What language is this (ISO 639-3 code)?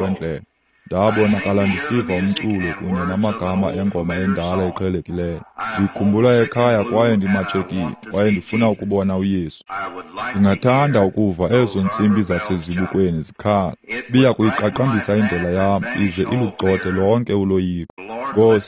xho